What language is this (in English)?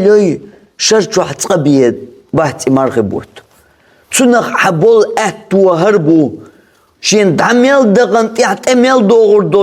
Chechen